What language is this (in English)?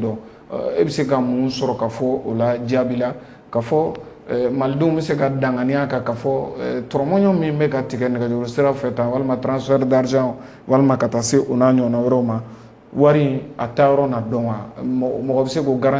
Bambara